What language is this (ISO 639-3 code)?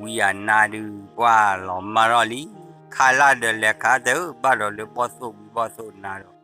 ksw